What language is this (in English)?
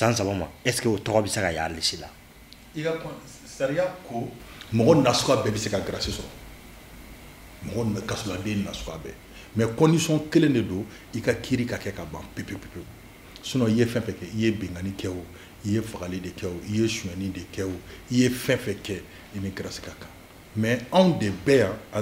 Bambara